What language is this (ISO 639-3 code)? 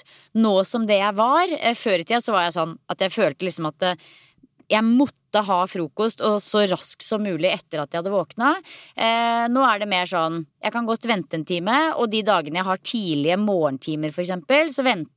nor